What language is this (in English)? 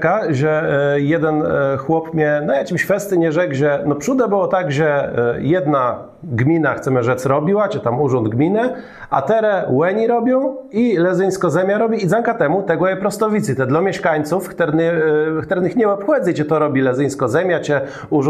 Kashubian